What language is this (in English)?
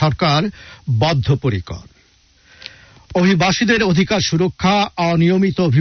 Bangla